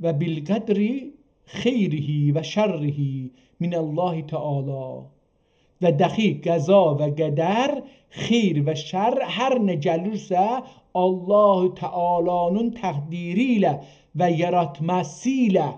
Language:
South Azerbaijani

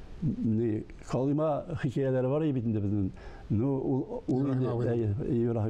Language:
Tatar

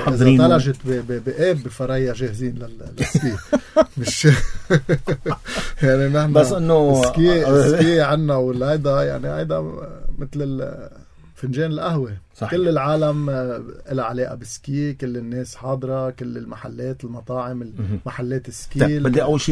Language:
North Levantine Arabic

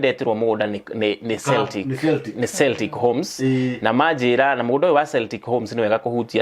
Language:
Kikuyu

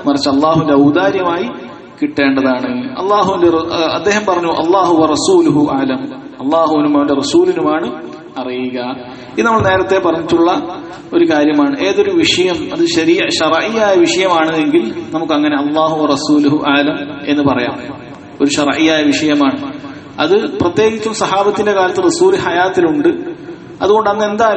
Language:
Malayalam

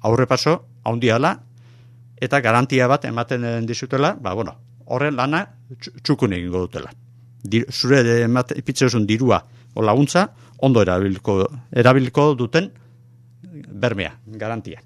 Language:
Basque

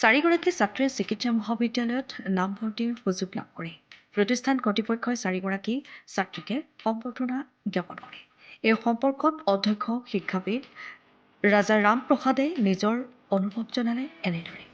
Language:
Assamese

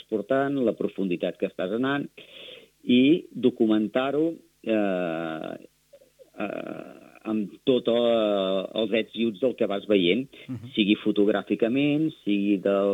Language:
Catalan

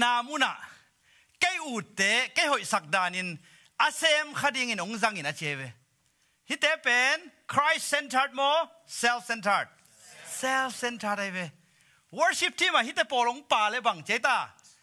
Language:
Tedim Chin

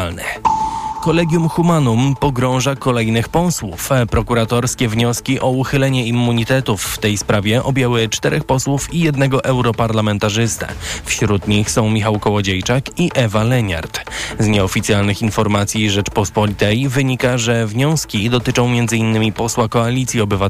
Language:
Polish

